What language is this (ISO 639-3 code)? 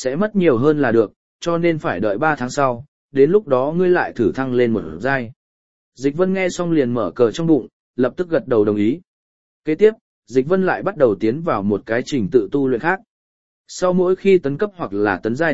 vie